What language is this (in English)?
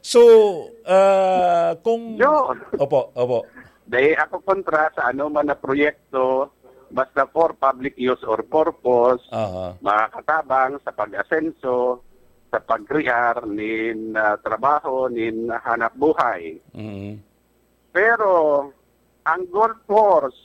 Bikol